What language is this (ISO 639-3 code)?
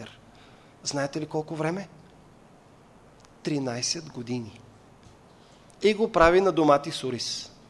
bul